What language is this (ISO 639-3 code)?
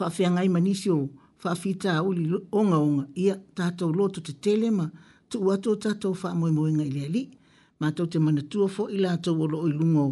smo